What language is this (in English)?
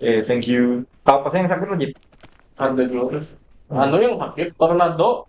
Banjar